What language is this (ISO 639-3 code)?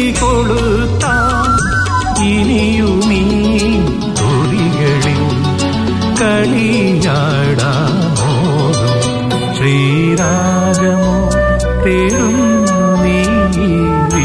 mal